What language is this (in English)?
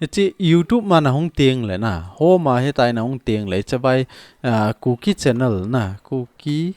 Thado Chin